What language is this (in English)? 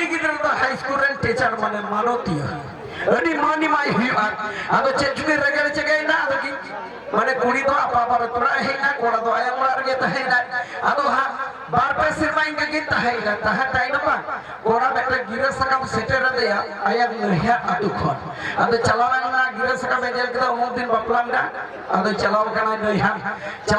Santali